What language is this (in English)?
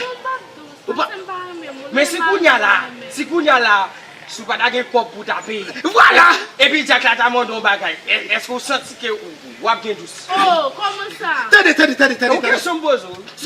Haitian Creole